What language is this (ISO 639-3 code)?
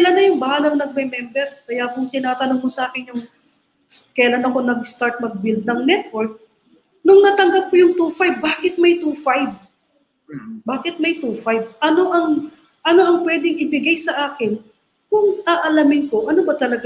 fil